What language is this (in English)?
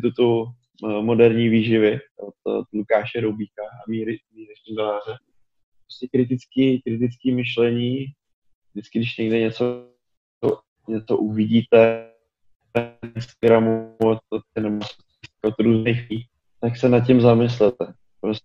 Czech